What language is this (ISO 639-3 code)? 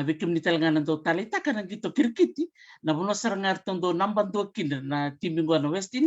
fij